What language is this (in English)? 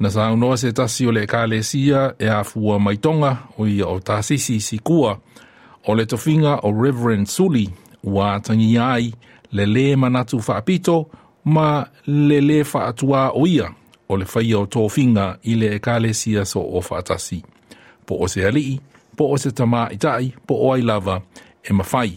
Samoan